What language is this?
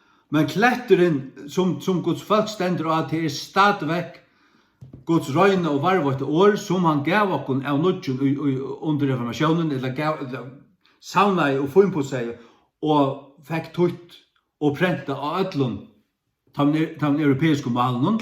Faroese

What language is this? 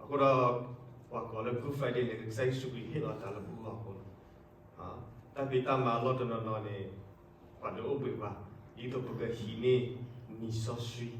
S'gaw Karen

